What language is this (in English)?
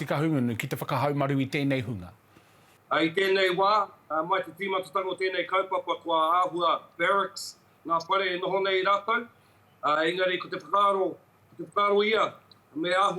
Māori